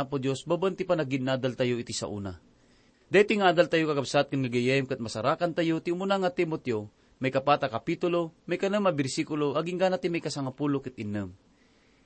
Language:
Iloko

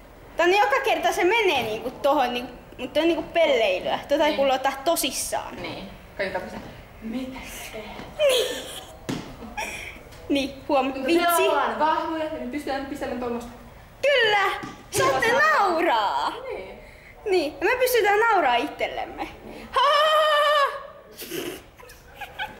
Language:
Finnish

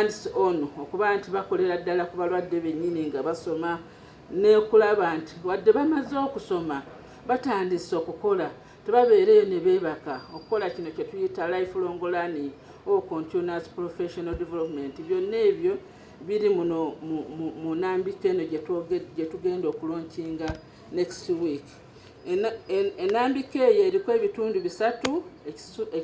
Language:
Ganda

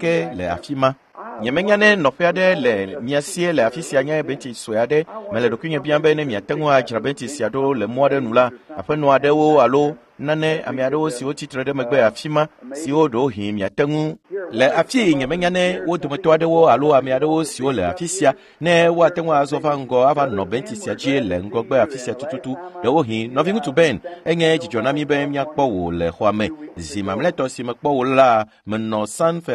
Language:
Ewe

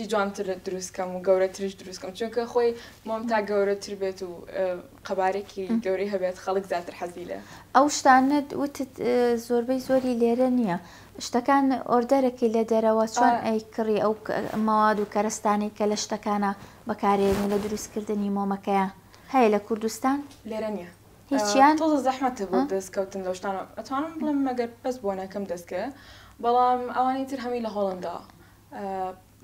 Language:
Central Kurdish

